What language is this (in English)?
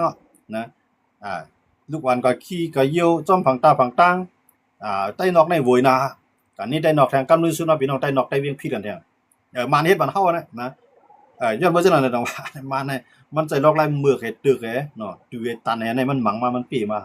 Shan